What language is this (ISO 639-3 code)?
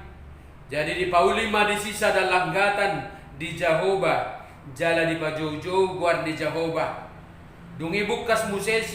bbc